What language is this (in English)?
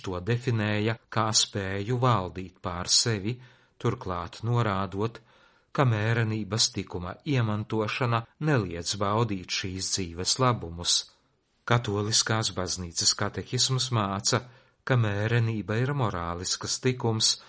Latvian